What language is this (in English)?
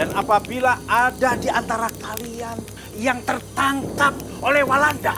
Banjar